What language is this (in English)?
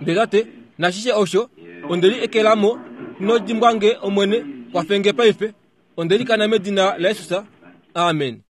Kuanyama